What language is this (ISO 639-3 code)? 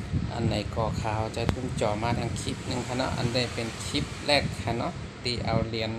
shn